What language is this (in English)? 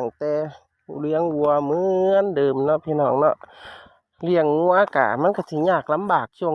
Northeastern Thai